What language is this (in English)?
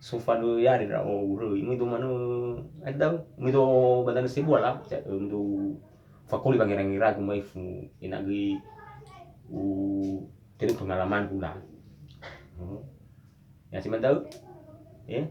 Nias